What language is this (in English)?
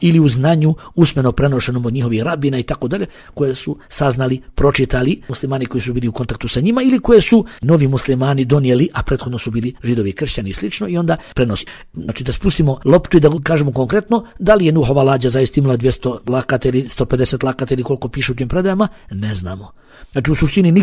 Bosnian